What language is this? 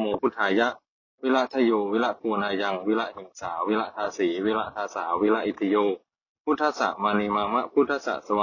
Pali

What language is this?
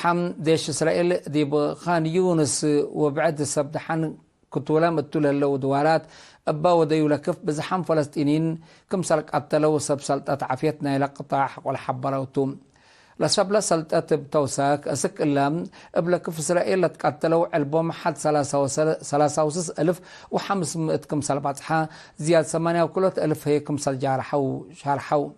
Tigre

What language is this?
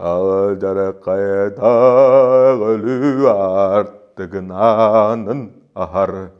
Yakut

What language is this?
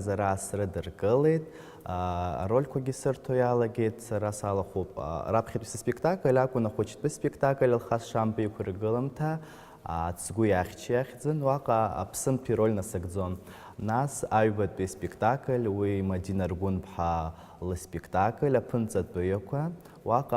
Abkhazian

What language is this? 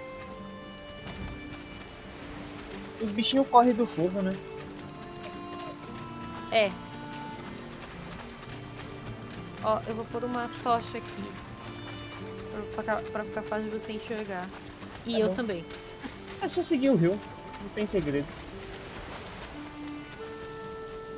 Portuguese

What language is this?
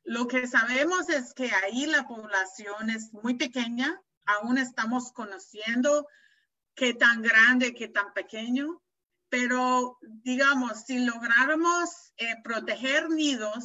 Spanish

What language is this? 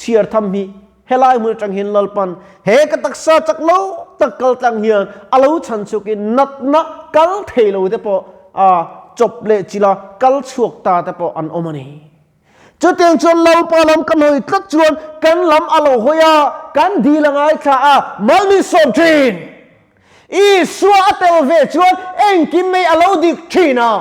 Mizo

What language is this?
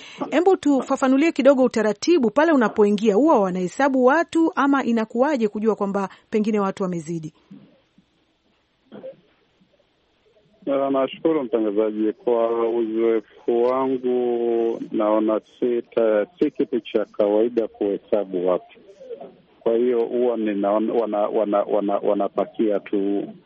Swahili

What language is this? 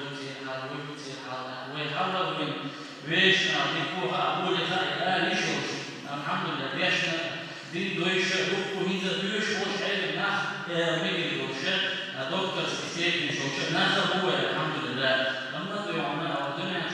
Chechen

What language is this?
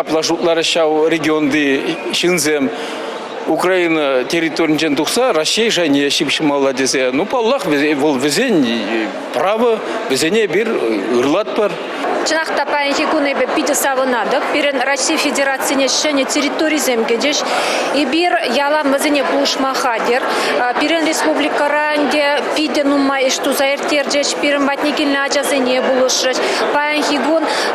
Chuvash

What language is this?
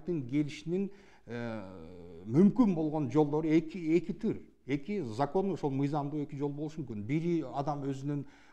Kyrgyz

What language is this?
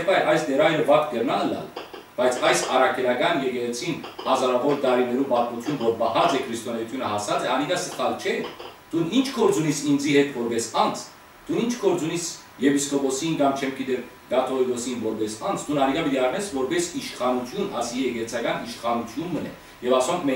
Western Armenian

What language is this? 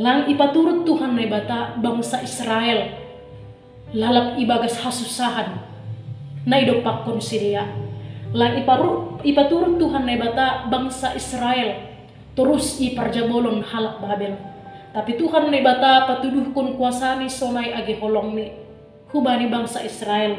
Batak Simalungun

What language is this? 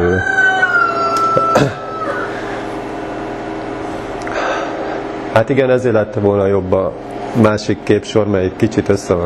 Hungarian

